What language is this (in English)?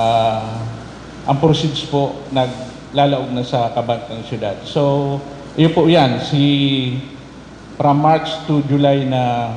Bikol